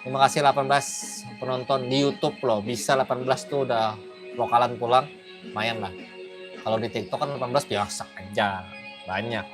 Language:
Banjar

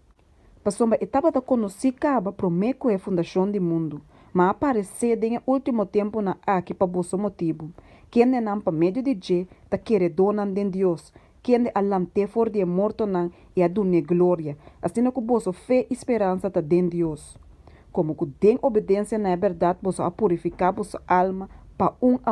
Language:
Papiamento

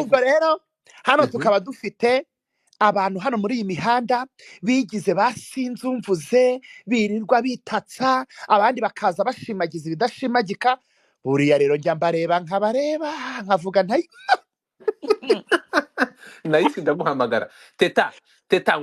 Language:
Kinyarwanda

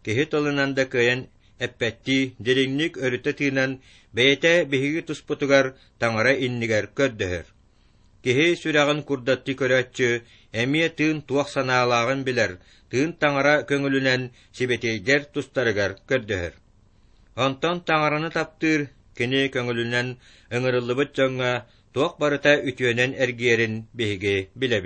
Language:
Yakut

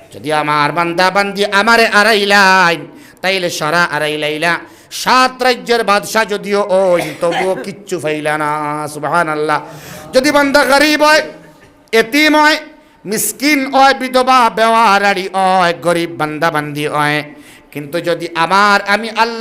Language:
Sylheti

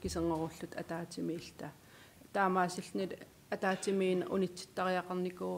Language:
Kalaallisut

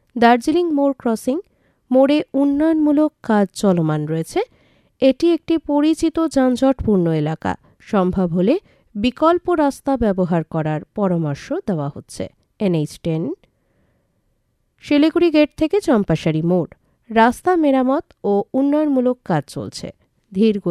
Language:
Bangla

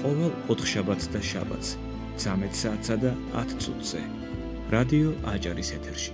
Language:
Georgian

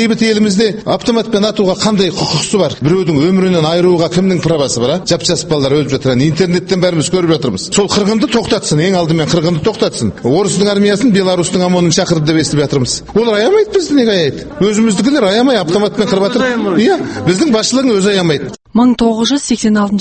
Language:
Kazakh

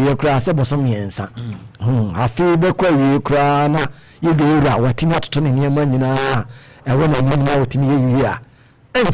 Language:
Akan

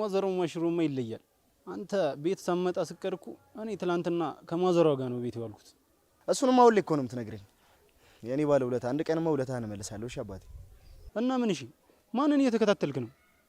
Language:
Amharic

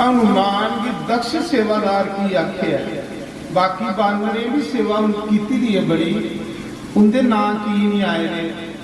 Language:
Dogri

